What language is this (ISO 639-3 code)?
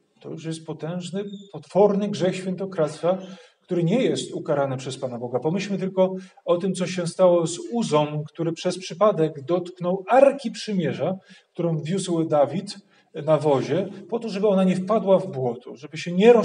pol